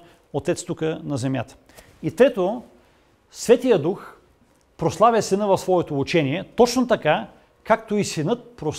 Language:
Bulgarian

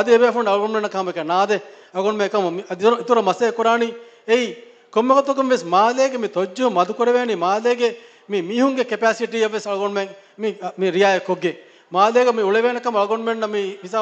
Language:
Divehi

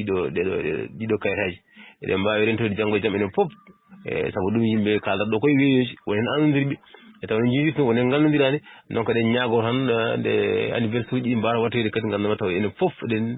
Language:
Fula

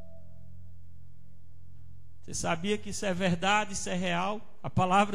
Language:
Portuguese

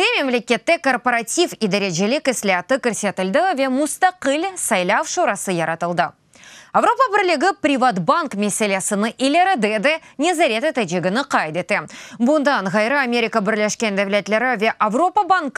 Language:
Crimean Tatar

